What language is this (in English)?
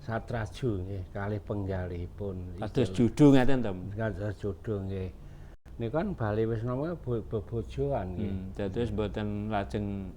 Javanese